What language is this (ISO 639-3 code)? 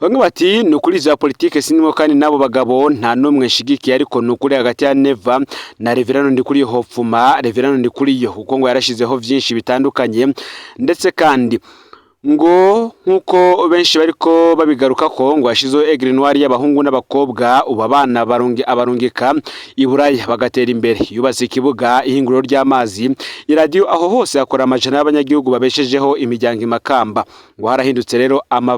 run